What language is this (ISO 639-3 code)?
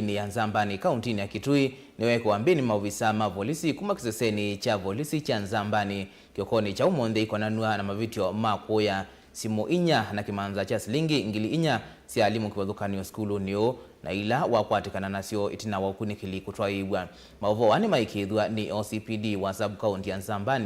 kam